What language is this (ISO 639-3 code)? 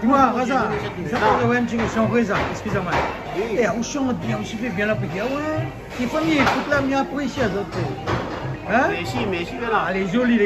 rcf